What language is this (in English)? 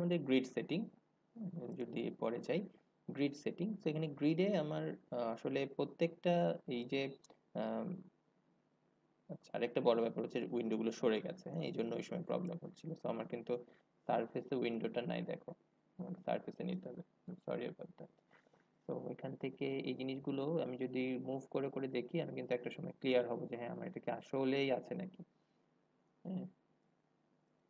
Bangla